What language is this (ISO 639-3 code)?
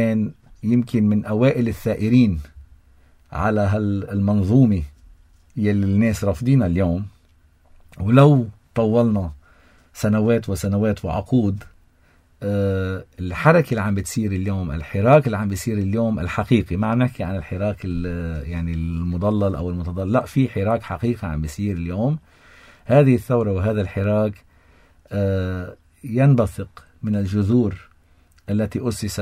apc